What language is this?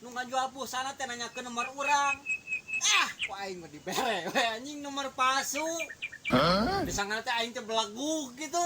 Sundanese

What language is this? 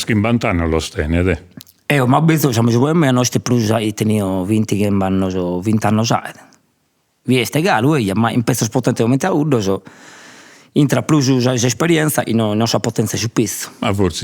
Sardinian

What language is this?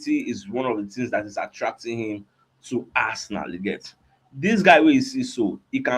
Nigerian Pidgin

